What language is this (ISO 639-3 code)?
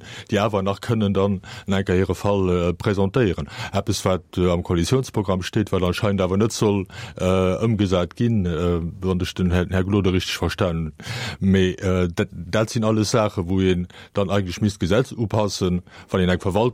ltz